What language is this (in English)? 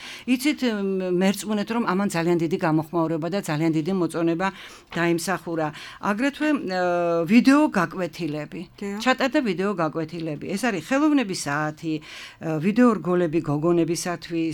Georgian